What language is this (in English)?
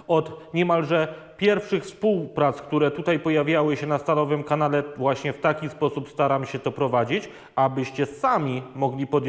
Polish